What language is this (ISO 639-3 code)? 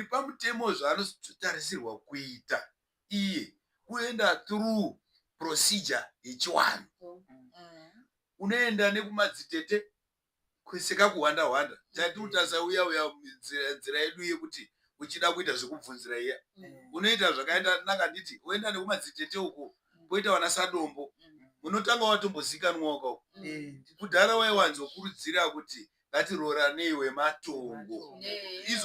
sna